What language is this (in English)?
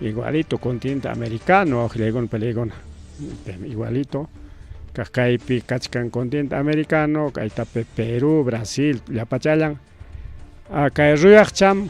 Ayacucho Quechua